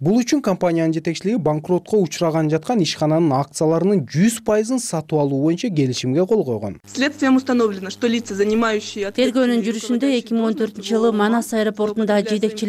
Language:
Kyrgyz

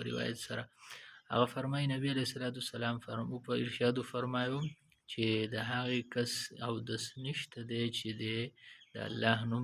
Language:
Pashto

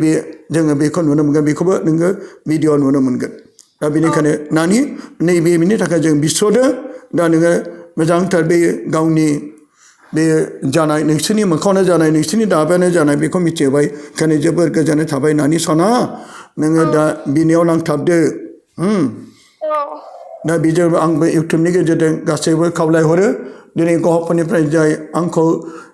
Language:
Bodo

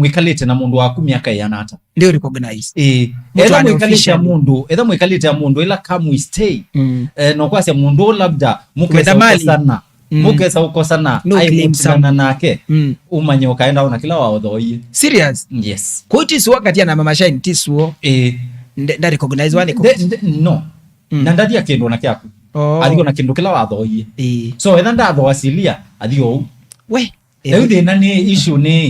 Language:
Kamba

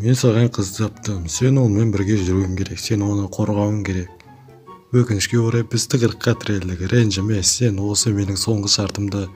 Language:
Kazakh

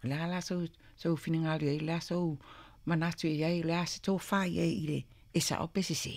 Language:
Samoan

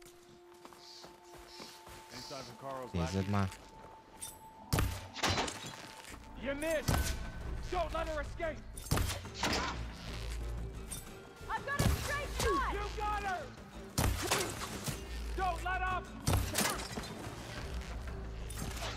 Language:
Hungarian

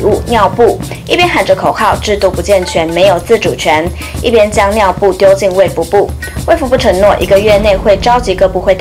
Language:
Chinese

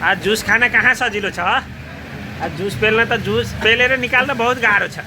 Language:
Nepali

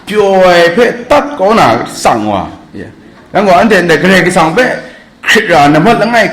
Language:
Kachin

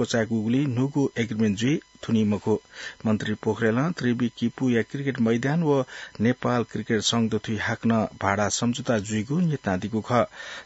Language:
Newari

